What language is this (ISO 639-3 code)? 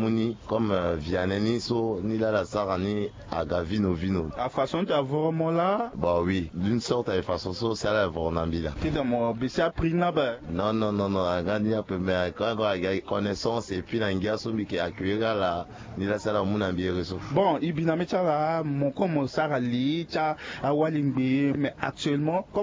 sag